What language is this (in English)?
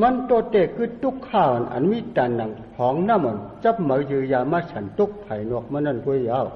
Shan